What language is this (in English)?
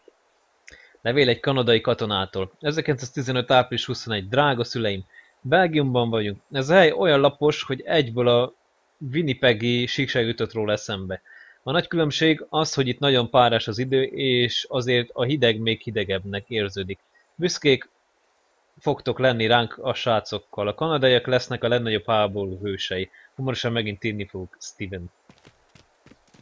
Hungarian